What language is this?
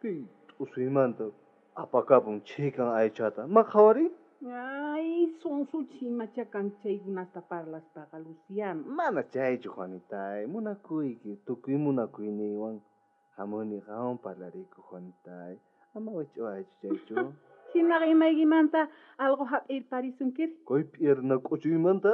South Bolivian Quechua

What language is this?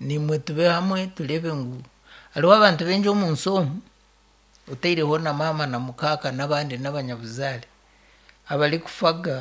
Nyankole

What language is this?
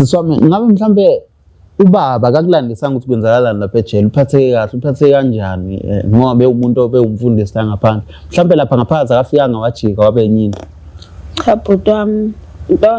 Zulu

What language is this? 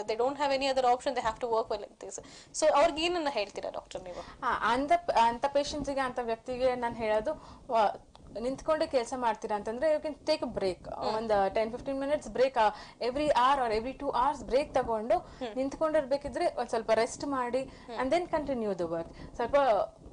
Kannada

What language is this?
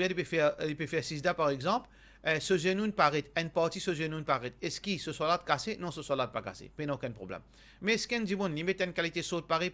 Morisyen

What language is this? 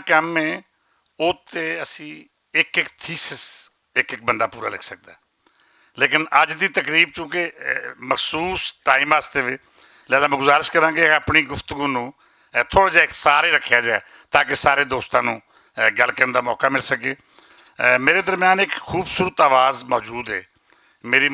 Western Panjabi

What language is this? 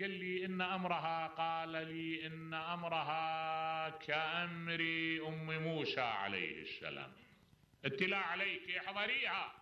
Mesopotamian Arabic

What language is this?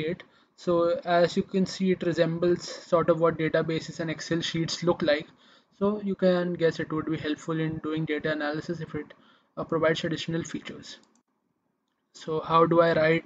English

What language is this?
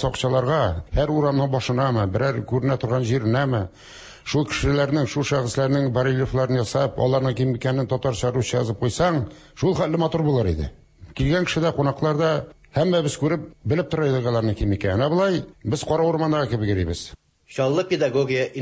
Tatar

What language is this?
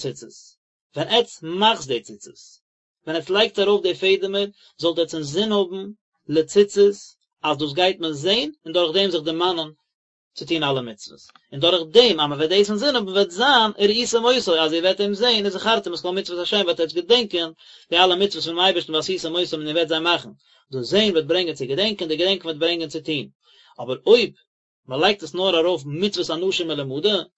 Yiddish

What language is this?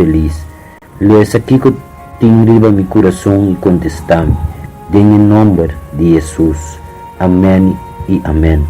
Papiamento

